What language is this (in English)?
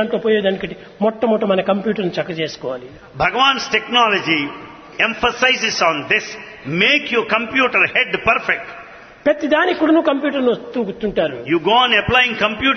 Telugu